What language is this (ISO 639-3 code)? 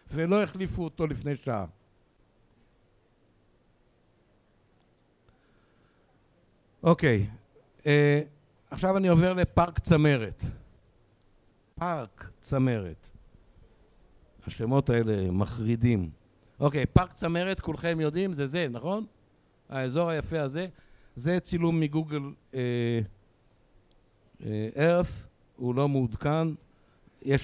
heb